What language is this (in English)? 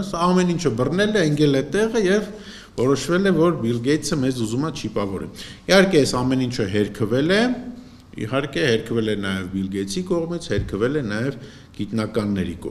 Armenian